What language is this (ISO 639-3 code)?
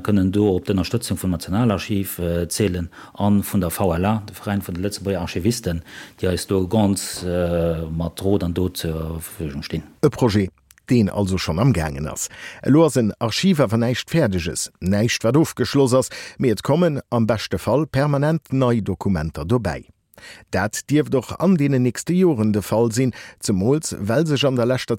ltz